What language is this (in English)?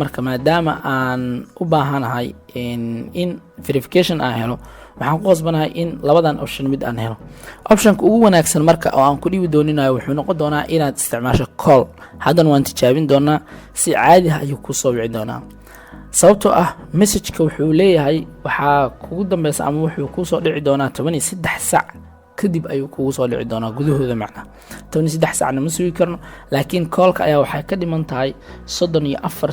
Somali